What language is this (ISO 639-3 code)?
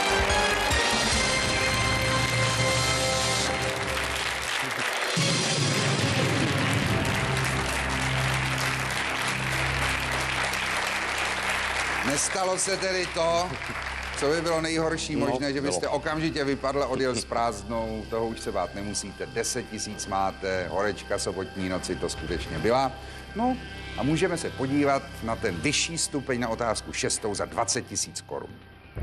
ces